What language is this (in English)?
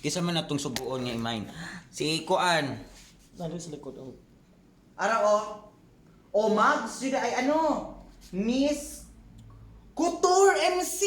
Cebuano